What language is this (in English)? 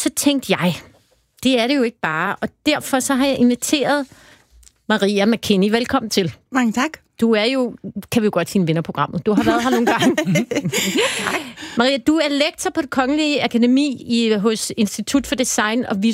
Danish